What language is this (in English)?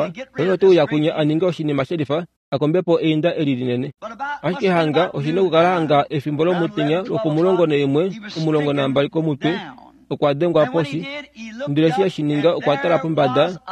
Kuanyama